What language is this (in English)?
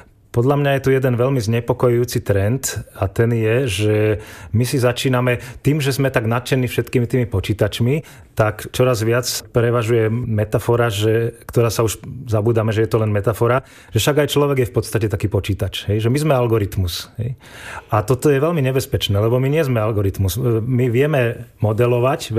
Slovak